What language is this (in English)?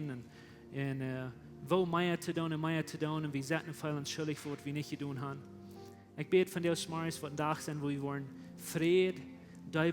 Plautdietsch